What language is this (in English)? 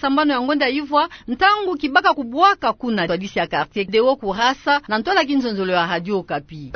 Kituba (Democratic Republic of Congo)